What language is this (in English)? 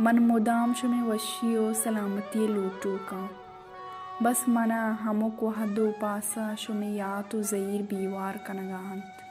Baluchi